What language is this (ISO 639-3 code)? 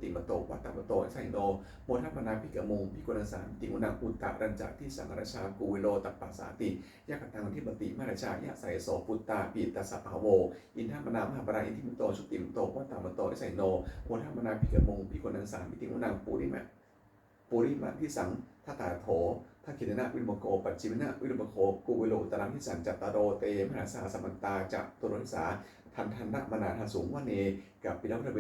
pli